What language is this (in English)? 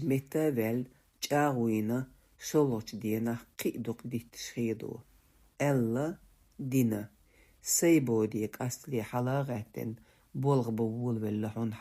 Chechen